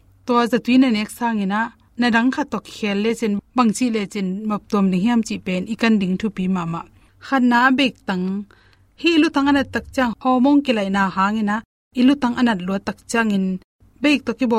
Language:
Tedim Chin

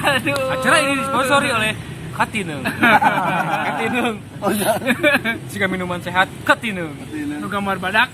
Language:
Sundanese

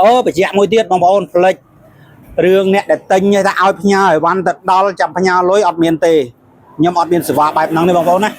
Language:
Khmer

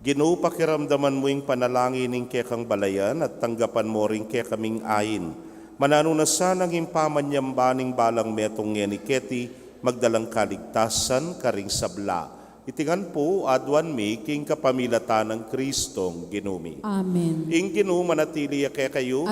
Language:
Pampanga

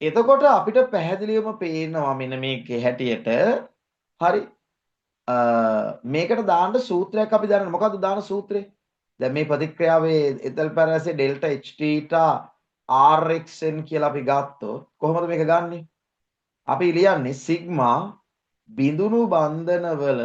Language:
Sinhala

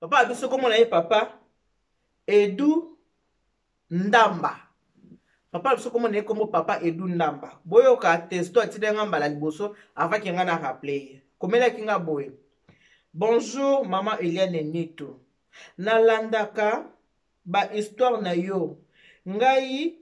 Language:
Lingala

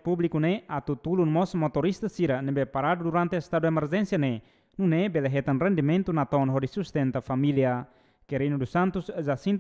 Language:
Tetum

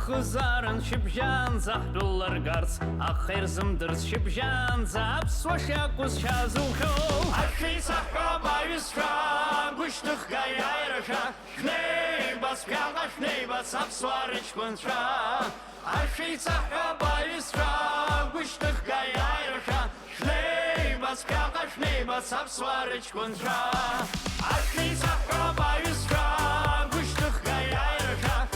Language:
Abkhazian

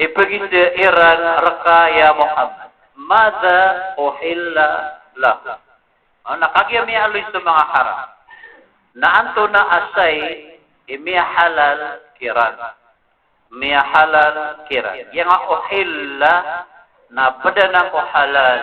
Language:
Maranao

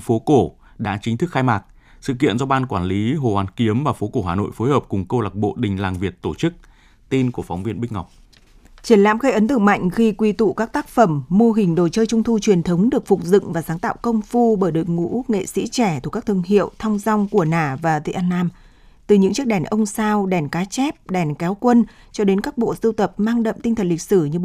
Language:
Vietnamese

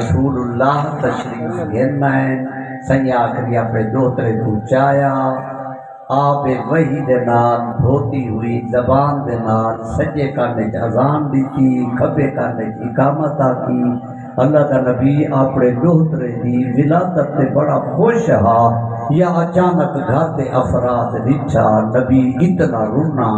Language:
Saraiki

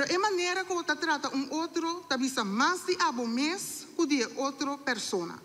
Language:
Papiamento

